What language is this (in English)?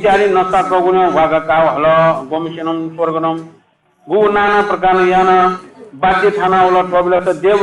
Newari